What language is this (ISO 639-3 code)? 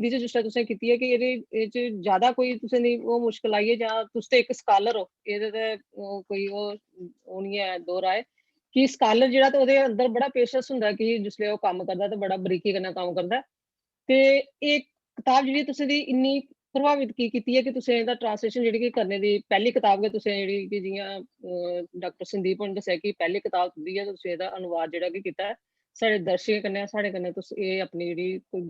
doi